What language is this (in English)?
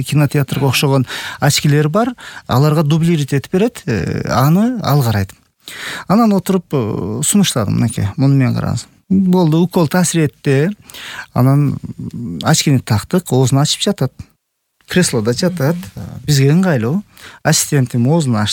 Kyrgyz